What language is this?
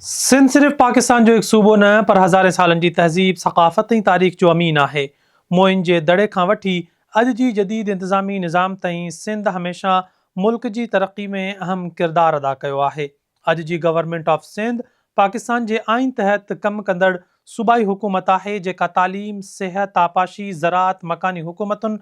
Sindhi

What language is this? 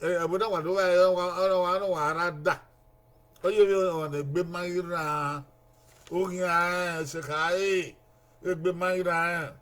Bini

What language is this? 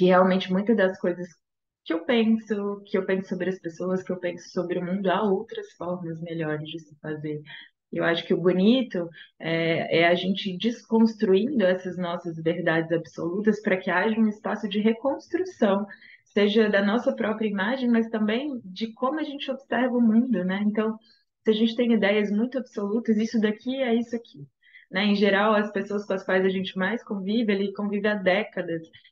Portuguese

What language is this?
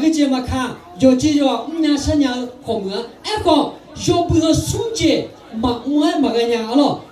Akha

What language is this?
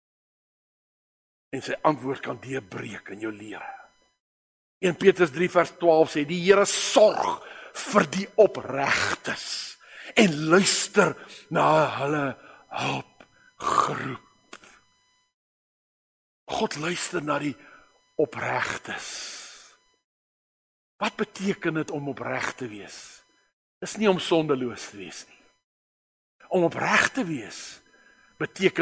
Afrikaans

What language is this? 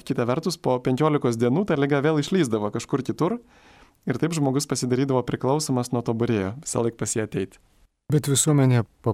Lithuanian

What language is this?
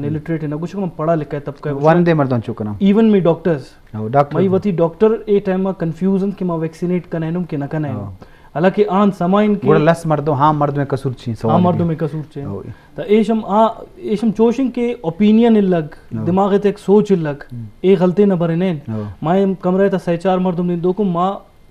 Eastern Balochi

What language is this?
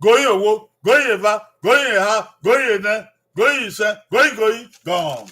Bini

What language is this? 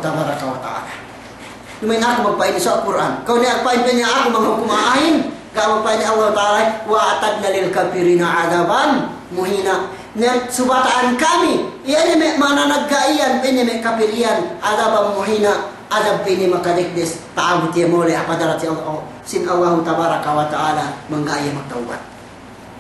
Yakan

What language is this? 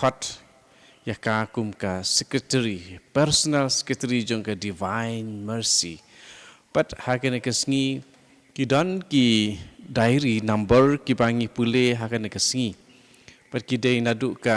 Khasi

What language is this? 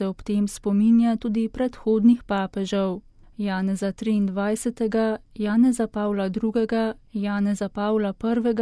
Slovenian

